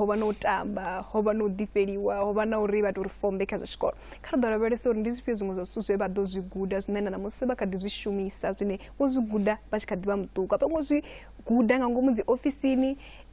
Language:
Venda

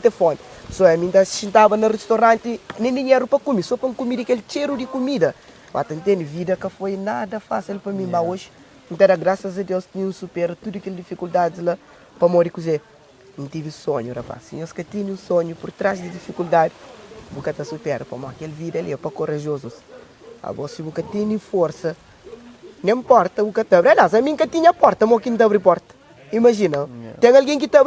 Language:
Kabuverdianu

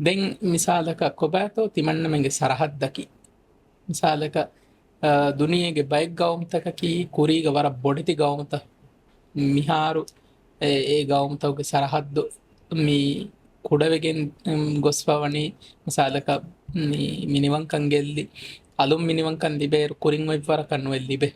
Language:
Divehi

